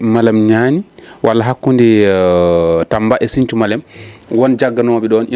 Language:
Fula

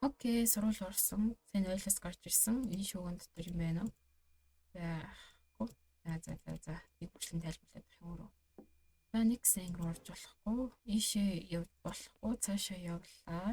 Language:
Mongolian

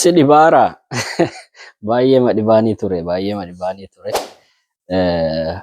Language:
Oromo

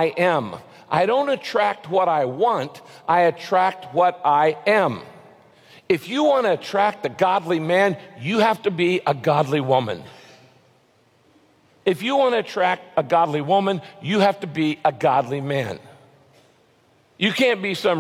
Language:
English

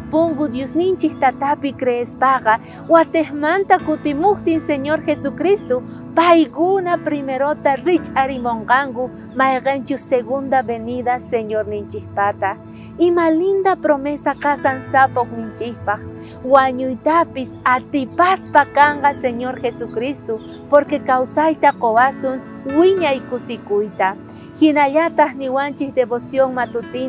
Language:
South Bolivian Quechua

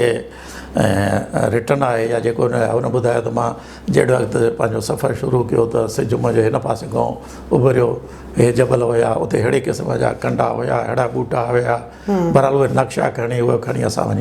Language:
Sindhi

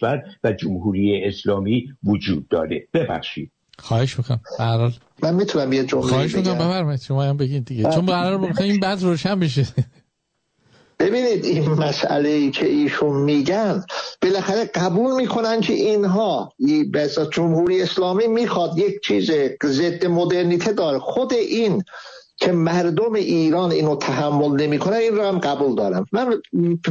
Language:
Persian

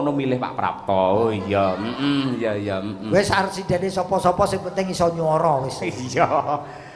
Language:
Javanese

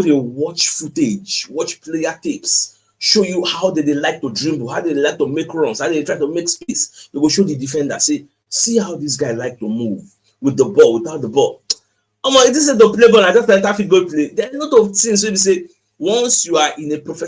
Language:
Nigerian Pidgin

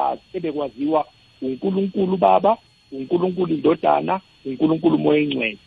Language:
South Ndebele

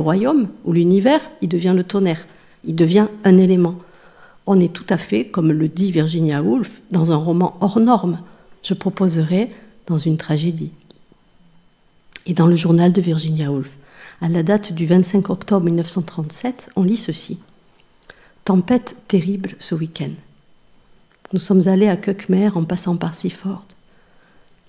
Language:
French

